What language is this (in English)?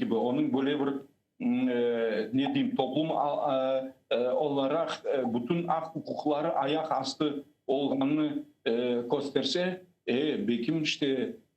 Crimean Tatar